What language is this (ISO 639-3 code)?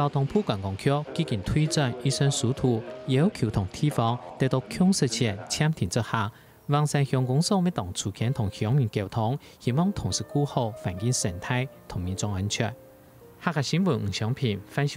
hak